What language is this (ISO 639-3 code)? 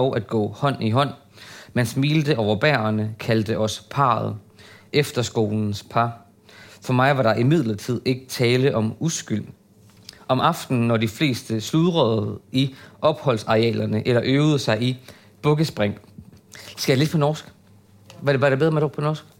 dan